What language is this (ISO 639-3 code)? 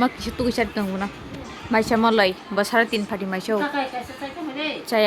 trp